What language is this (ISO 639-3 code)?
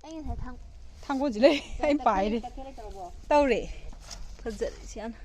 mni